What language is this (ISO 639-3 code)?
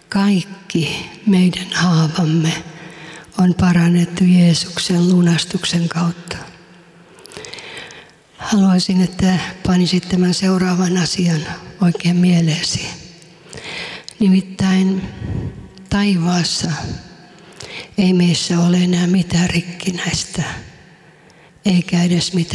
fin